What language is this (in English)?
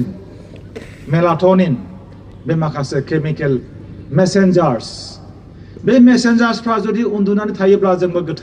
Bodo